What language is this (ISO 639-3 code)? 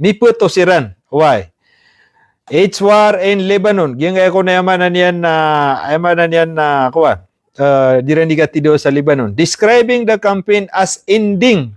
mrw